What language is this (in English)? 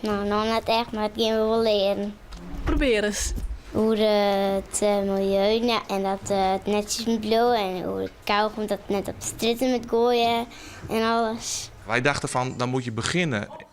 Western Frisian